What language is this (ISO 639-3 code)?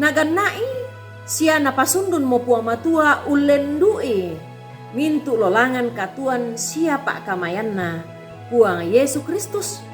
sda